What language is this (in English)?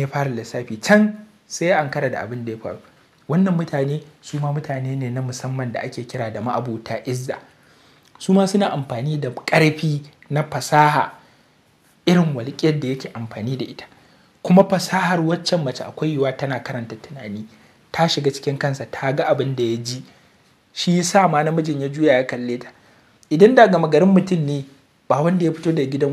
Hausa